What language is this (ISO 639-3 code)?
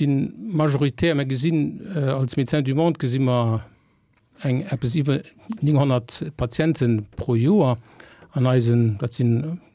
ltz